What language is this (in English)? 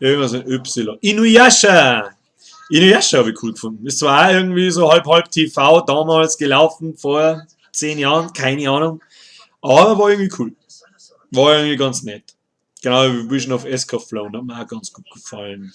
Bavarian